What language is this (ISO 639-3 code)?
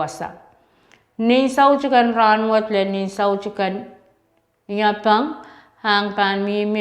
pon